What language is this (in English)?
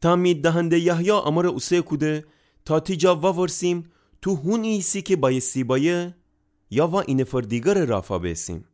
Gilaki